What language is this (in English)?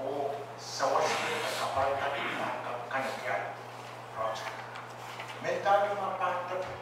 Pohnpeian